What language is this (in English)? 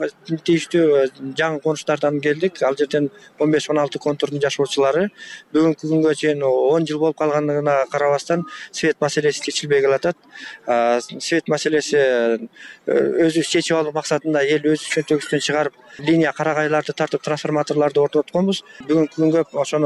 Kyrgyz